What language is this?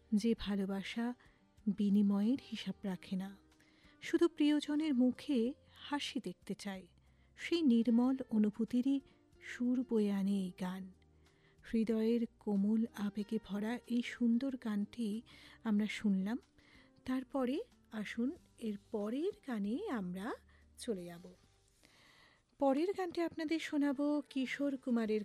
Bangla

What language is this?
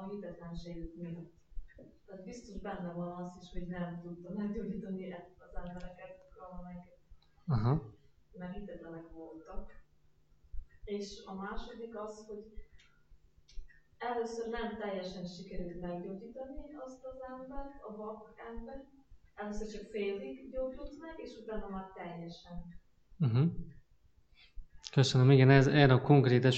Hungarian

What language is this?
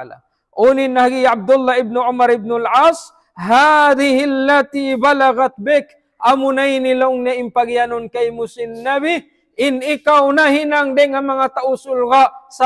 Tausug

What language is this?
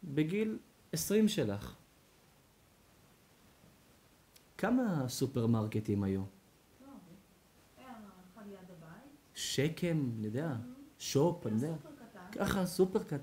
Hebrew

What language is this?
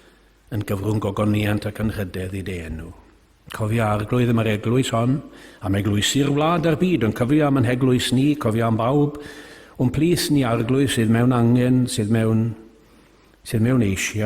Welsh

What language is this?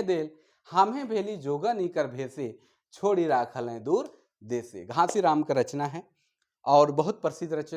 Sadri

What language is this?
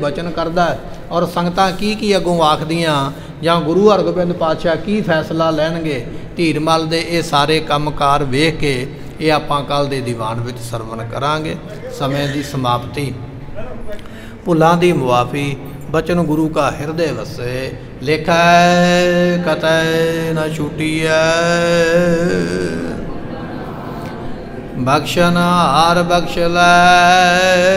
Punjabi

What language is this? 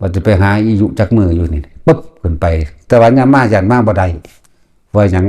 Northeastern Thai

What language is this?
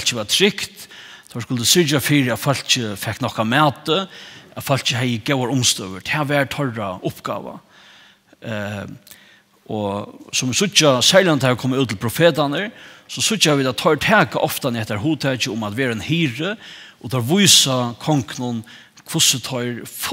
Faroese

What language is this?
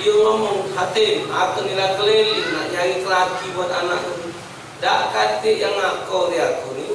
Musi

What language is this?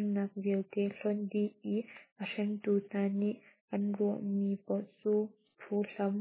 Hakha Chin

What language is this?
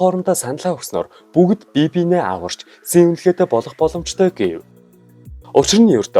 Mongolian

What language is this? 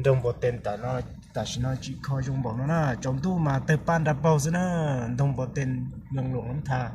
Hmong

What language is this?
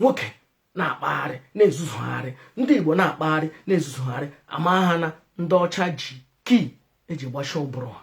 Igbo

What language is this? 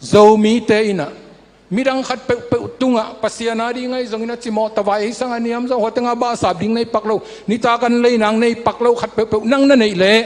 Tedim Chin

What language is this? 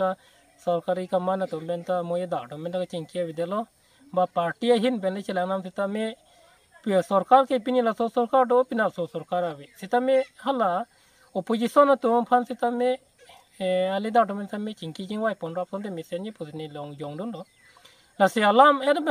Karbi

